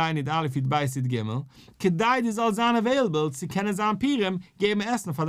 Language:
Yiddish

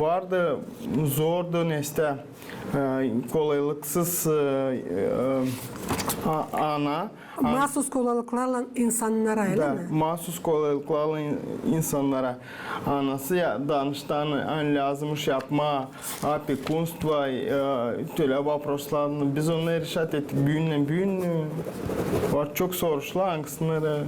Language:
Gagauz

